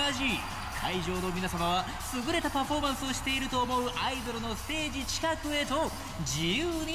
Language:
Japanese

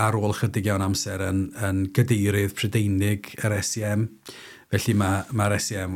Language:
Welsh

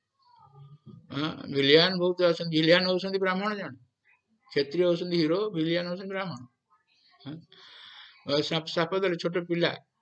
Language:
Odia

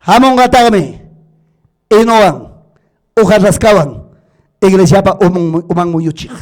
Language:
Ayacucho Quechua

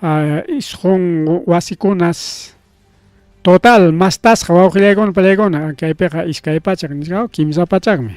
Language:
Ayacucho Quechua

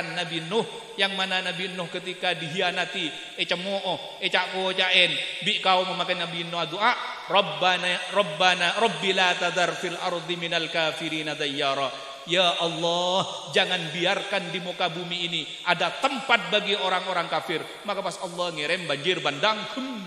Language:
Madurese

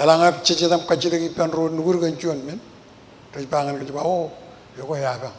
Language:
Marshallese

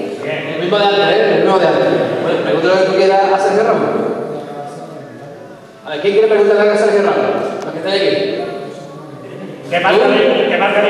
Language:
Spanish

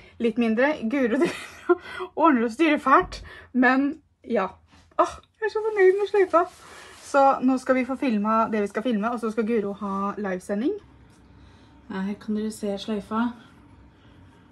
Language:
Norwegian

